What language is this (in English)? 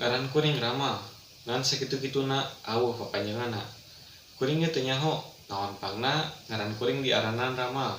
Sundanese